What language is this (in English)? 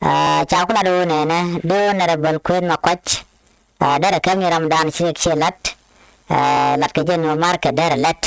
Nuer